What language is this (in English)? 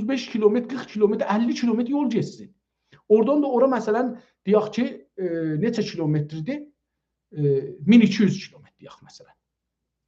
South Azerbaijani